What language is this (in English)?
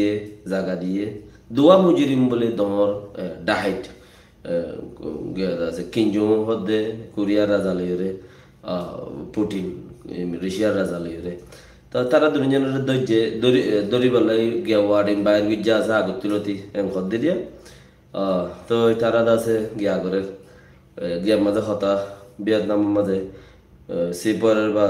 Rohingya